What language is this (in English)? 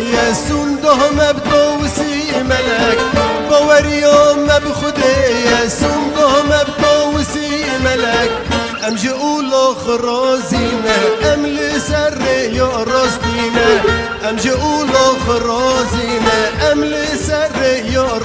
Kurdish